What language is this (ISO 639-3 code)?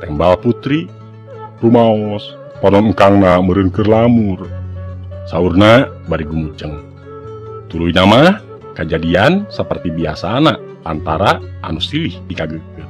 sun